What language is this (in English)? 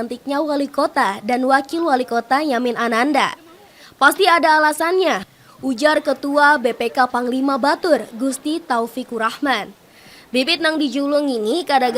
Banjar